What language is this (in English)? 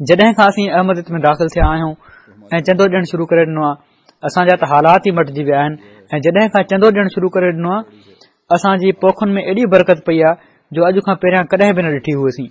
Sindhi